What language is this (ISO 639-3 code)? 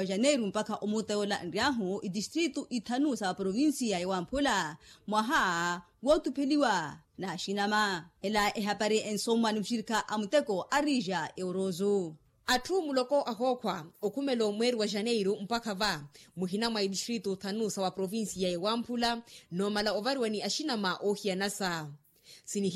vmw